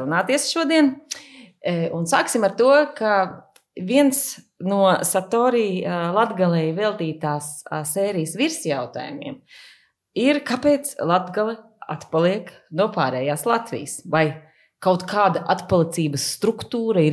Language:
Latvian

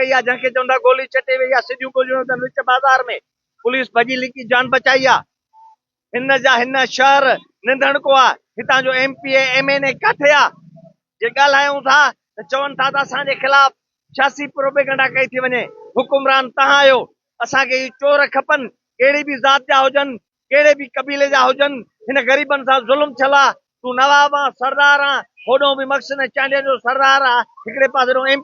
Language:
Sindhi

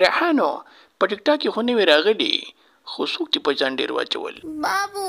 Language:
Pashto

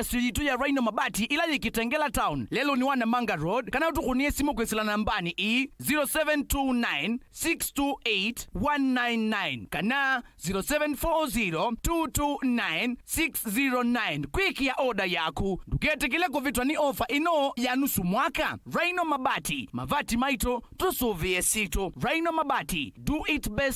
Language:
Kamba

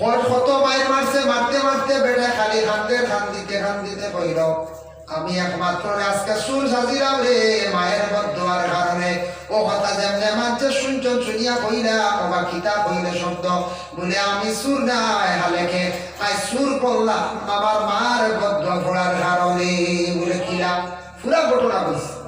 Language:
Sylheti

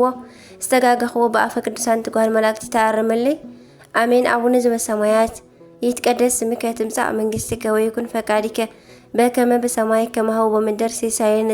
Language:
Tigrinya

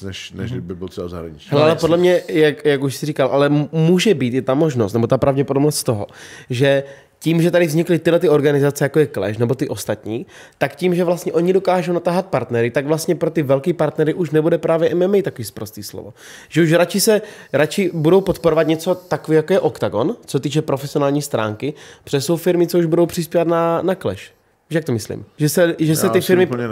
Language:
Czech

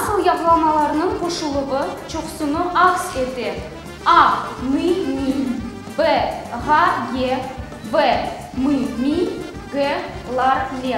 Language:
Crimean Tatar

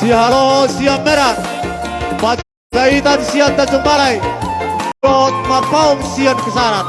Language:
Batak Toba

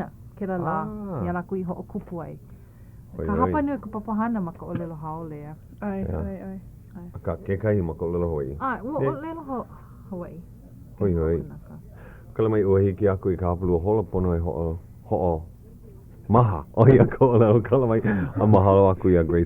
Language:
Hawaiian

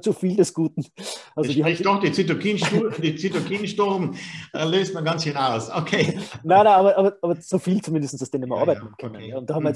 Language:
German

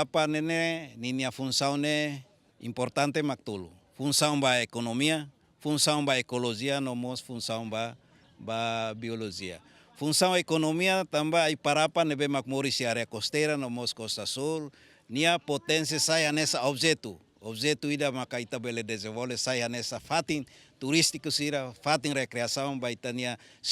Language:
Tetum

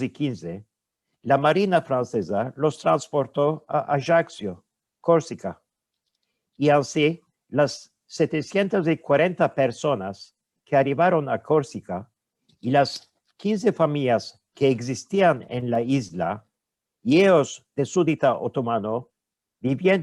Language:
Ladino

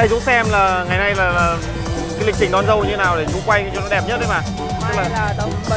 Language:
Vietnamese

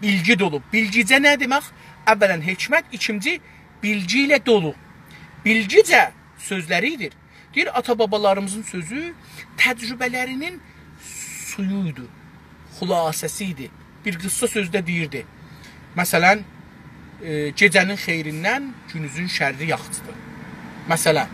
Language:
South Azerbaijani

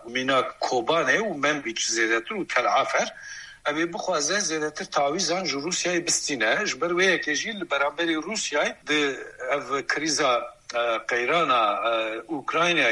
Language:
Kurdish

